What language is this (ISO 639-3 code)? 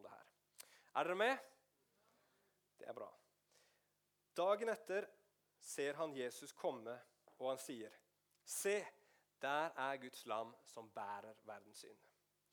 nor